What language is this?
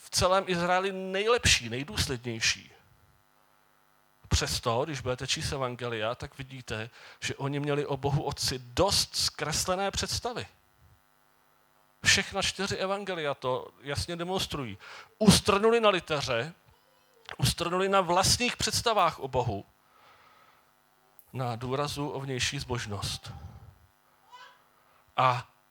Czech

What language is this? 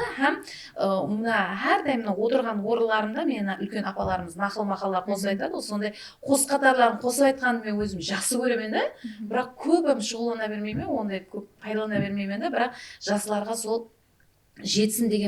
Kara-Kalpak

